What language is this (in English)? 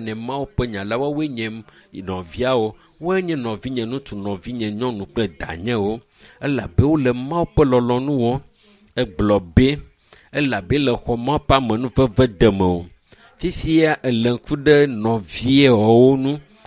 Ewe